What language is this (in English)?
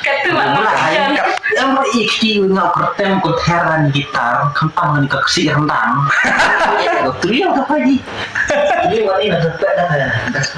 Khasi